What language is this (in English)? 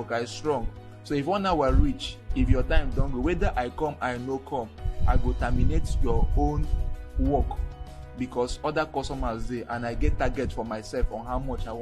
Nigerian Pidgin